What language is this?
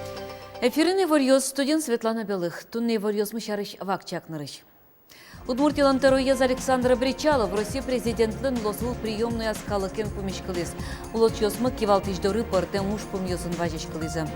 Udmurt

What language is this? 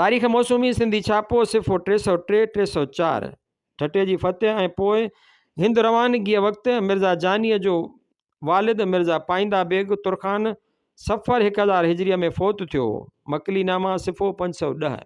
Sindhi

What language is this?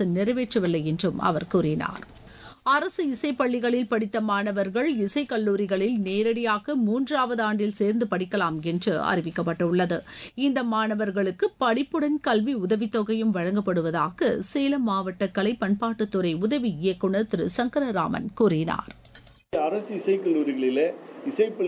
Tamil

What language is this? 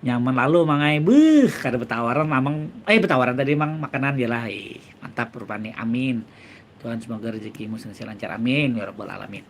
Banjar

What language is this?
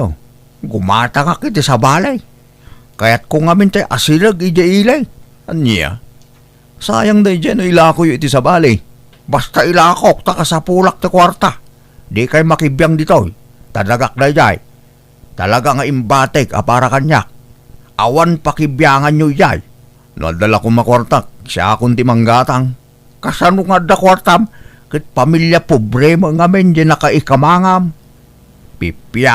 Iloko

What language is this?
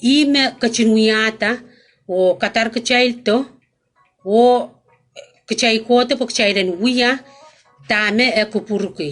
Pohnpeian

